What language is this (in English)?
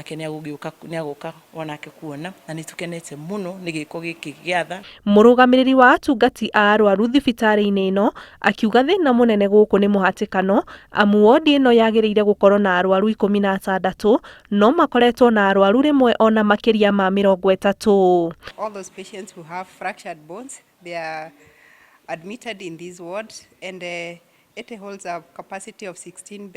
Kikuyu